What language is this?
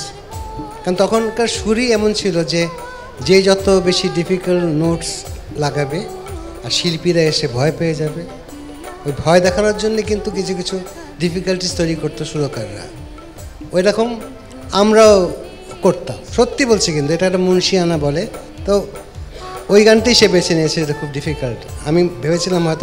Bangla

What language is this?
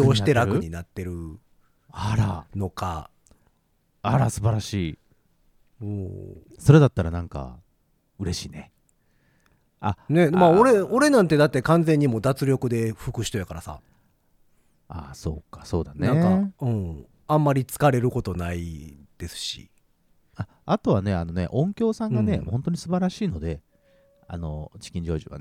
Japanese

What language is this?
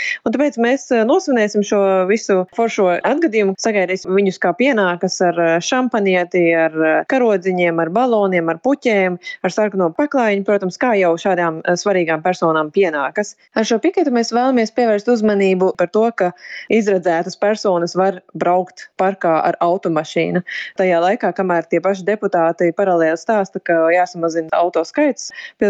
Latvian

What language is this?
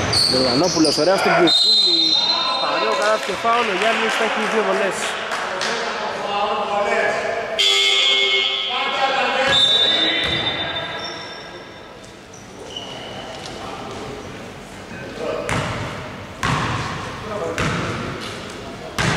Greek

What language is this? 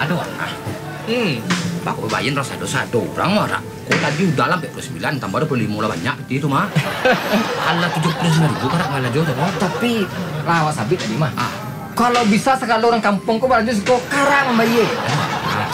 Minangkabau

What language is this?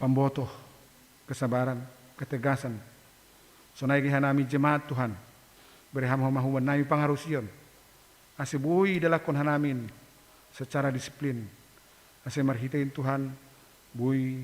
Batak Simalungun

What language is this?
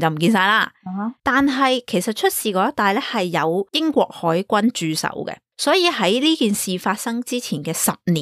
Cantonese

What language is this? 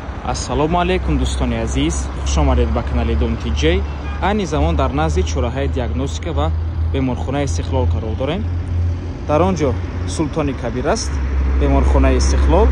Tajik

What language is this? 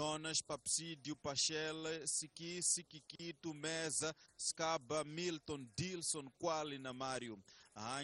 Tsonga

